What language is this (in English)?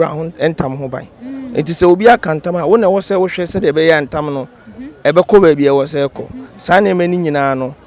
Akan